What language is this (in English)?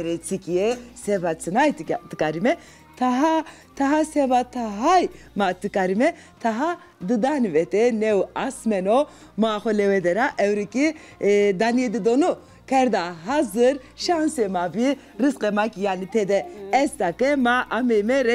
Zaza